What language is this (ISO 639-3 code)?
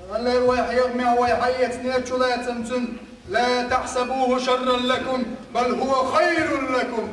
che